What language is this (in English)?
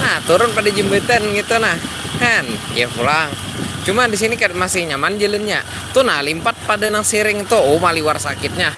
Banjar